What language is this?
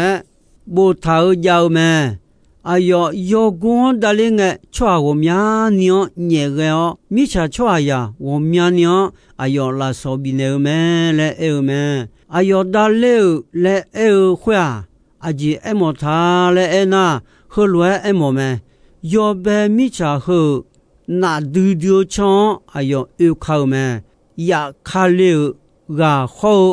Akha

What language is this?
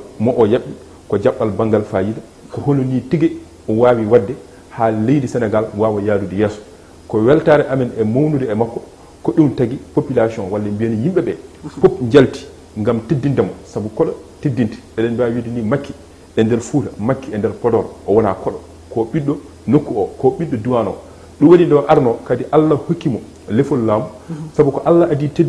Fula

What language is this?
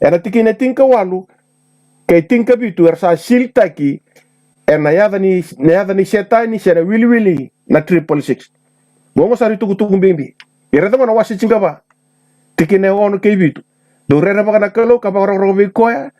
Fijian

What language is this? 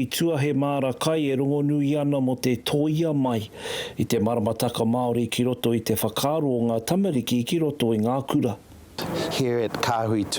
Māori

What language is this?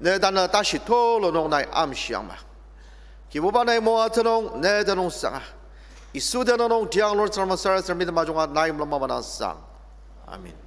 Ao Naga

